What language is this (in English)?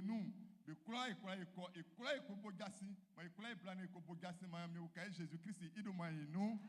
Baoulé